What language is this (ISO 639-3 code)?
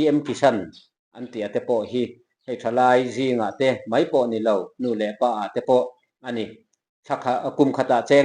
lus